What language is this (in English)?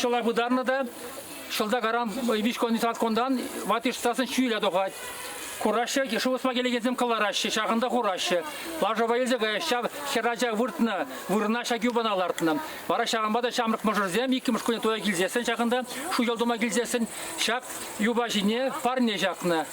Chuvash